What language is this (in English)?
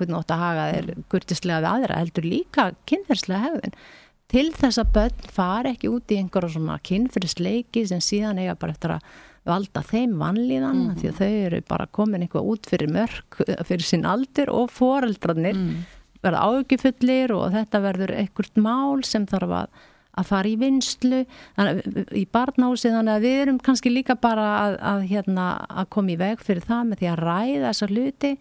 Icelandic